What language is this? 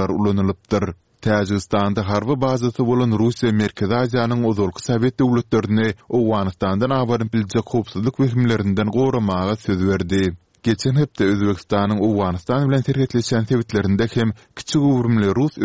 Turkmen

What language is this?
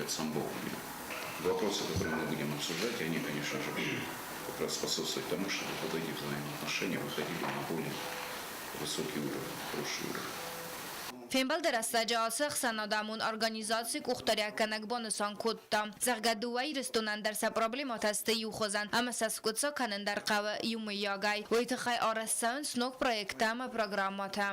Ossetic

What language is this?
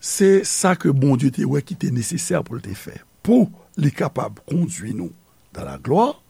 Haitian Creole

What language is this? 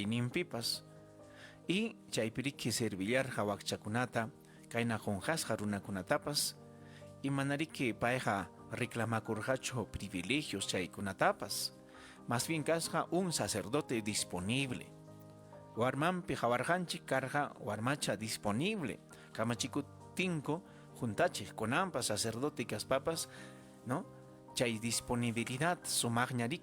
Ayacucho Quechua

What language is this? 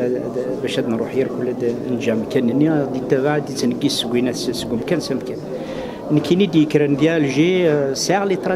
Kabyle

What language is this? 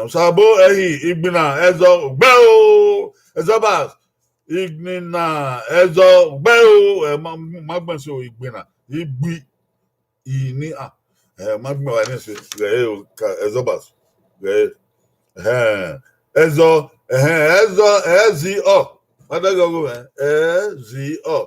Bini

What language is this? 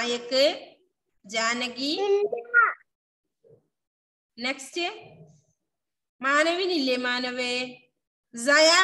Malayalam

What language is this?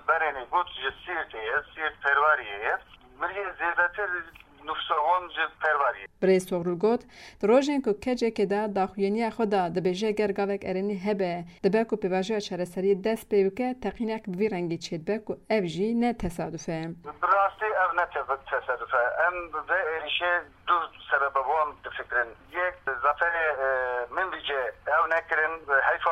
Kurdish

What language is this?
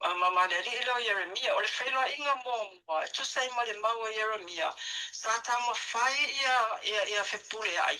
Samoan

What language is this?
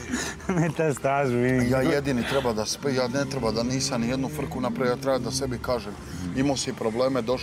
Serbian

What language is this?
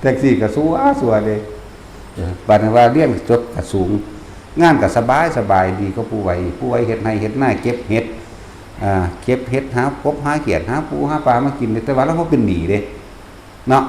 Northeastern Thai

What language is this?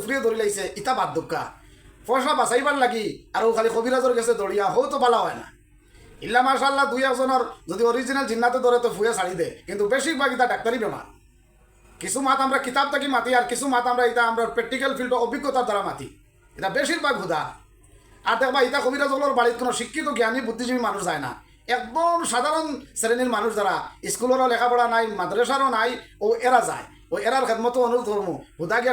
Sylheti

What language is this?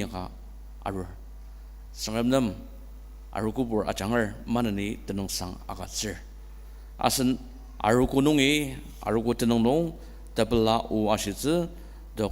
Ao Naga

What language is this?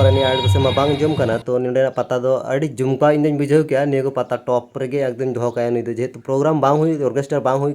Santali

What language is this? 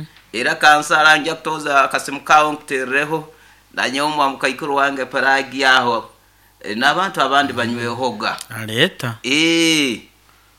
Nyoro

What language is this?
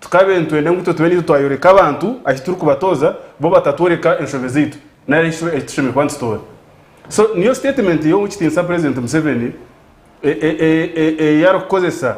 Nyankole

